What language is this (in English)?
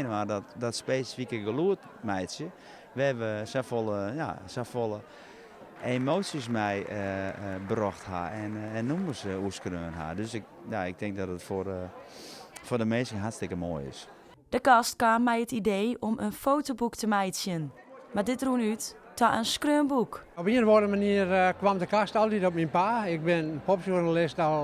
Western Frisian